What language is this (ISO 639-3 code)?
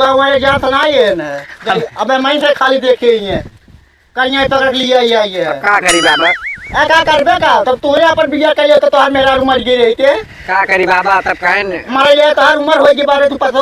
awa